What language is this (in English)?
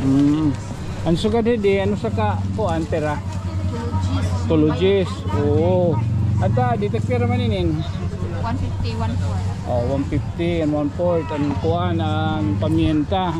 Waray